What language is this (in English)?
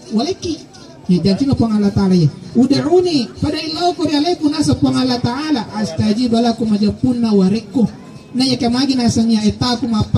Buginese